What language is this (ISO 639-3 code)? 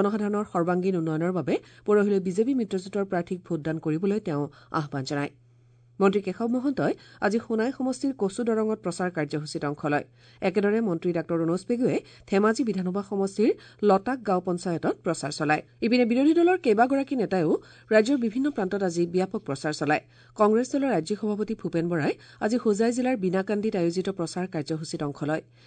asm